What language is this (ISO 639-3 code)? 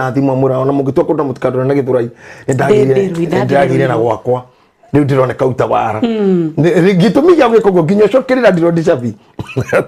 kik